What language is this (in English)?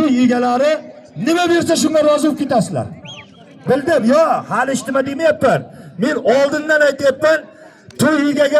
Uzbek